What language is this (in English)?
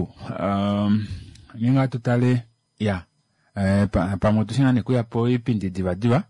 Kuanyama